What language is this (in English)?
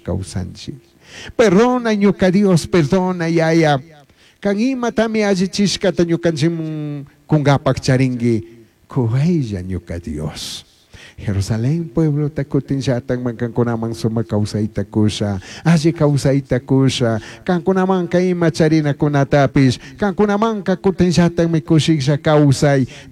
Chimborazo Highland Quichua